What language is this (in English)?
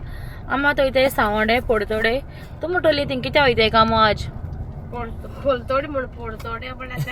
Konkani